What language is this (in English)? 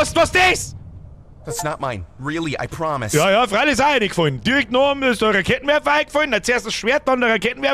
Bavarian